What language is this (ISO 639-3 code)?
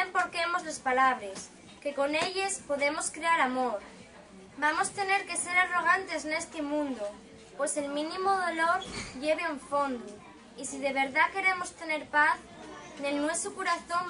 ast